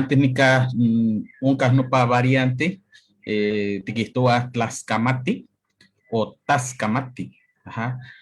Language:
Eastern Huasteca Nahuatl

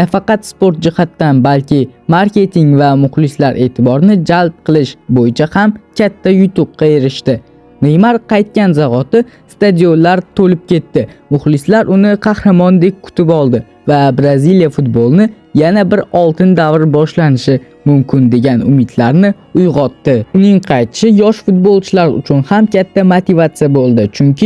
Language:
Uzbek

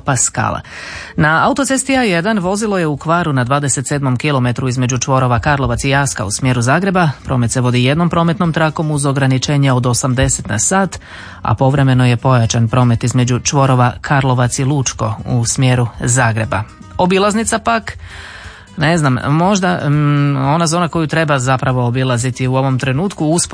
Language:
Croatian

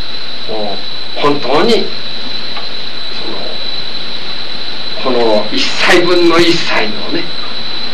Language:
Japanese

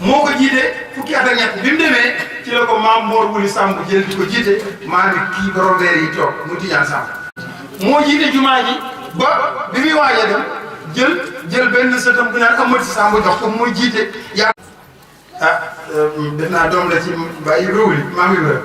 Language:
Wolof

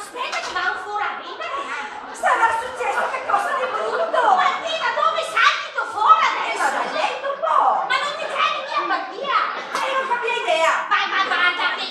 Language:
Venetian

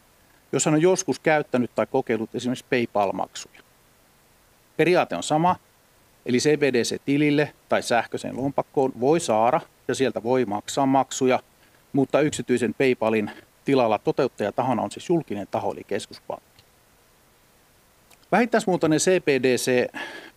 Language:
Finnish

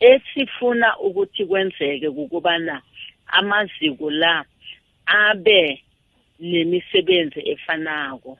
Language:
South Ndebele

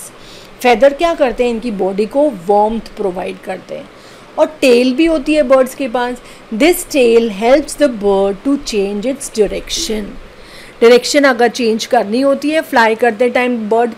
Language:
Hindi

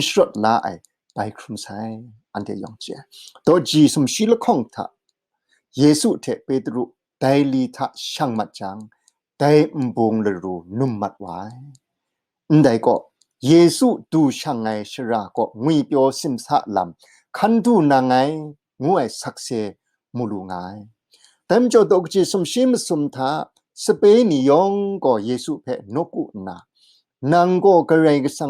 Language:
Kachin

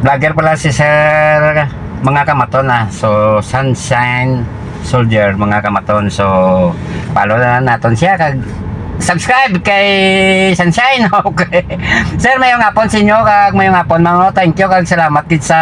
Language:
Hiligaynon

